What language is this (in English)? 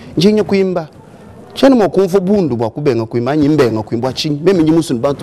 Luba-Lulua